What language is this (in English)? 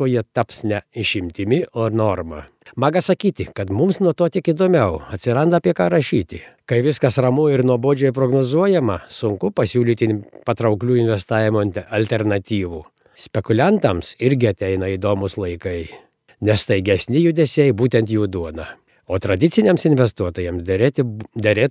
Lithuanian